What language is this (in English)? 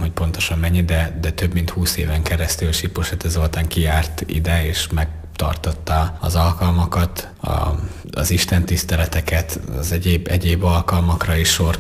Hungarian